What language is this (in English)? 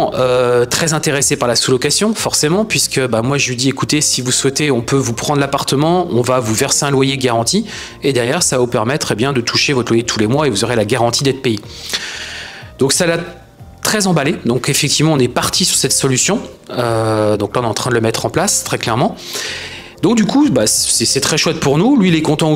French